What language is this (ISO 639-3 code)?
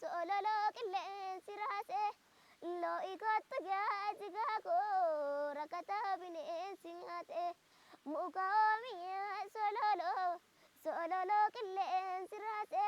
orm